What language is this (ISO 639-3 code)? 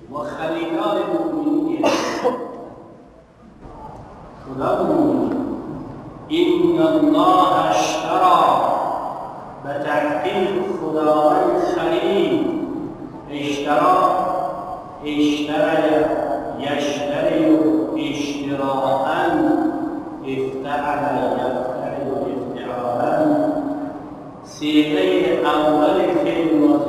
fas